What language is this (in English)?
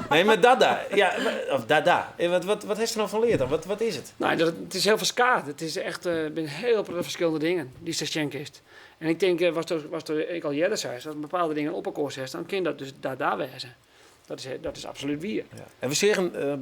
Western Frisian